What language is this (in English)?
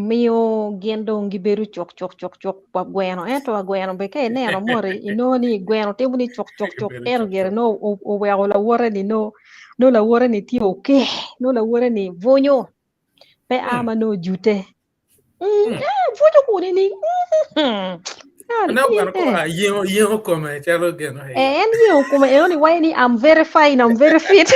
Acoli